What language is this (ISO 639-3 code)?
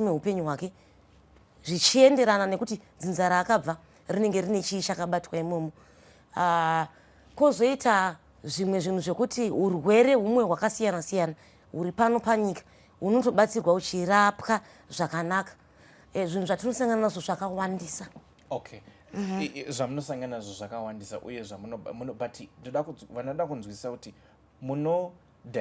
sna